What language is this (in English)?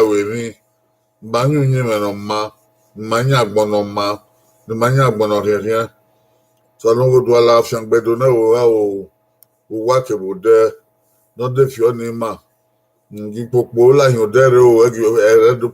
Bini